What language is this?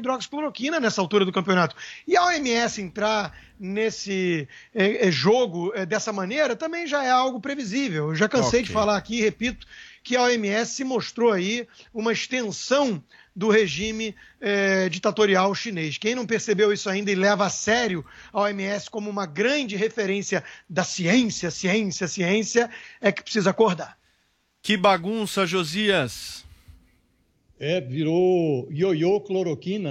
Portuguese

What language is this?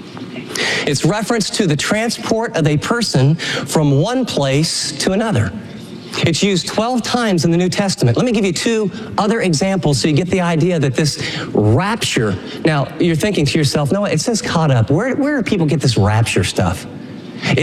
English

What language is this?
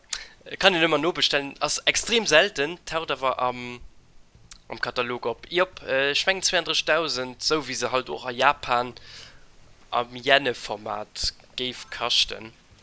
Luxembourgish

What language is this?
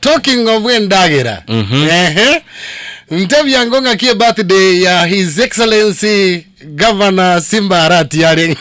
Gusii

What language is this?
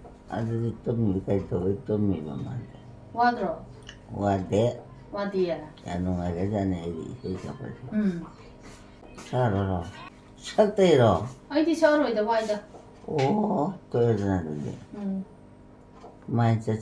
Manipuri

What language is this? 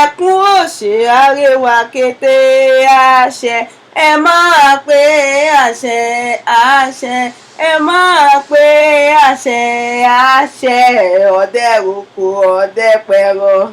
Yoruba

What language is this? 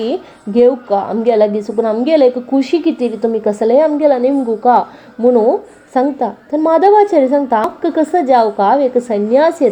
Konkani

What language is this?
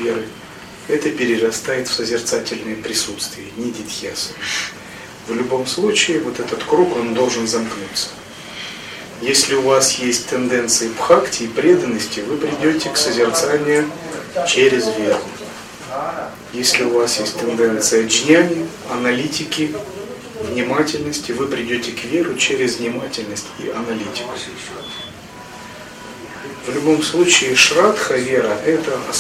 Russian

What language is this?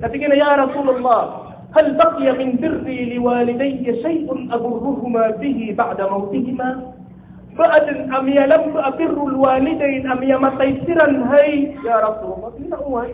Maranao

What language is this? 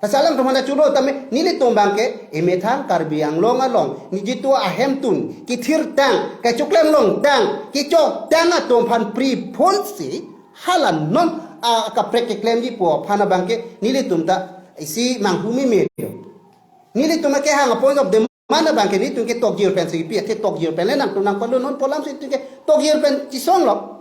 Karbi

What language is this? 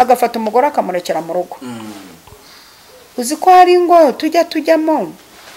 Kinyarwanda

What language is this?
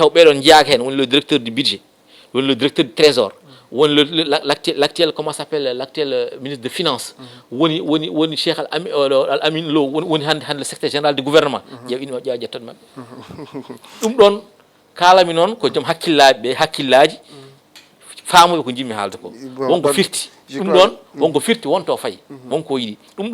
Fula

